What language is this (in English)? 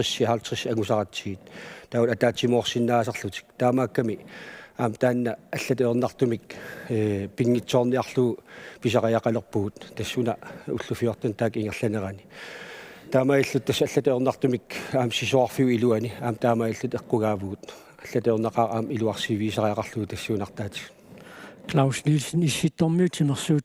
Kalaallisut